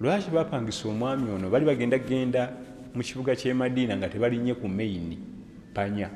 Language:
Ganda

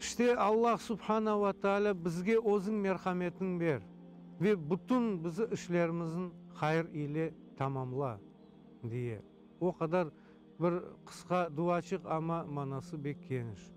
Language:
Crimean Tatar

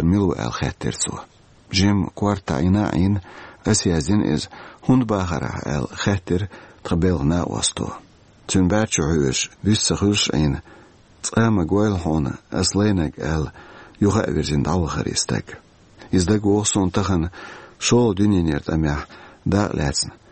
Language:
Chechen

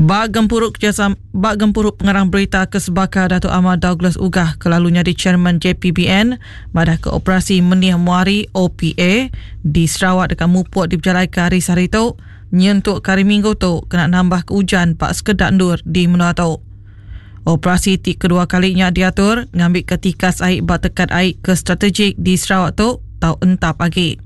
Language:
Iban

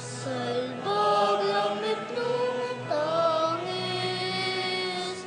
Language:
Pampanga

